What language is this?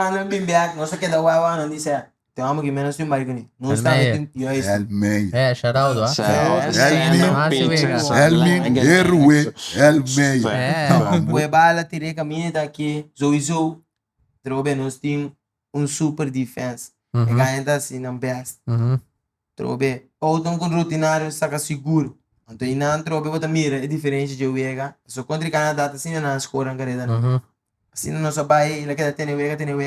Papiamento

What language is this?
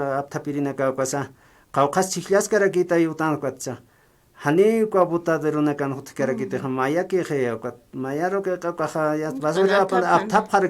Aymara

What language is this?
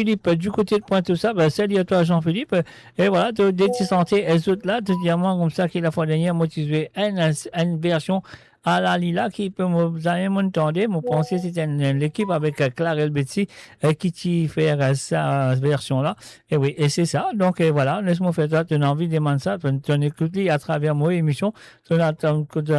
Morisyen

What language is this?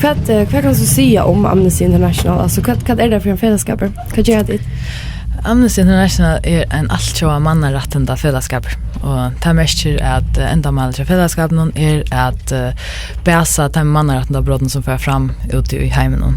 Faroese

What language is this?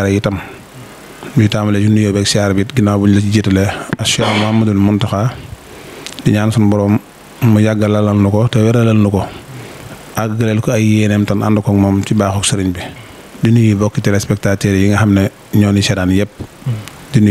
Wolof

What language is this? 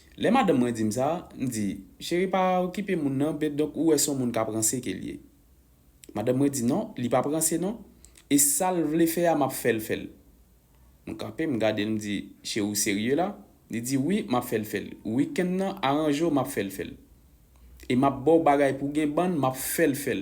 Haitian Creole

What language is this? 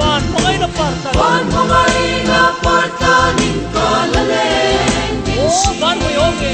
Hmar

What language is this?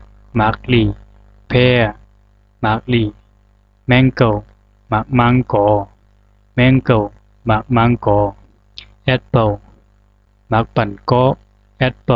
Zhuang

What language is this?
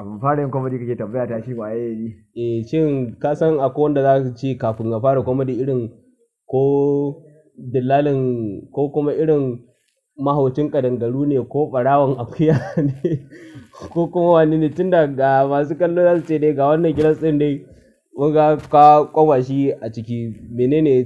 Hausa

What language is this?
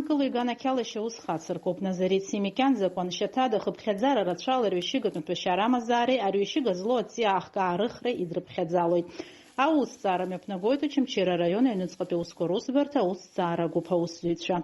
Abkhazian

